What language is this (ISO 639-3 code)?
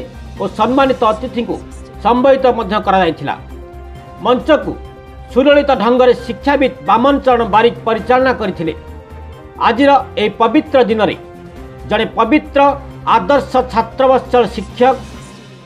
ori